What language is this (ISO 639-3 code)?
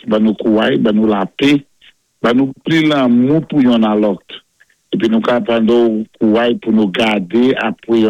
acf